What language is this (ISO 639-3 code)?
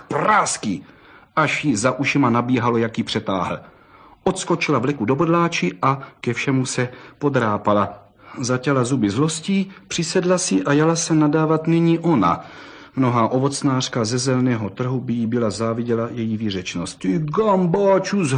ces